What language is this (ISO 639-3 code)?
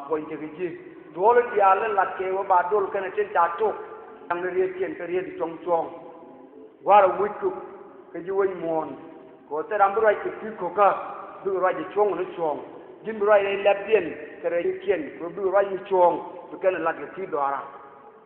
nus